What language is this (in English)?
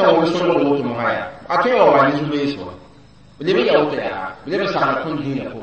Mossi